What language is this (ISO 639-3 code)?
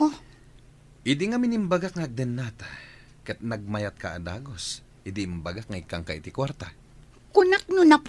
ilo